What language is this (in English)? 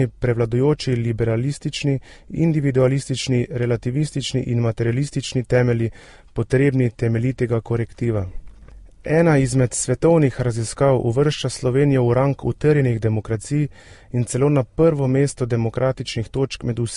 Slovenian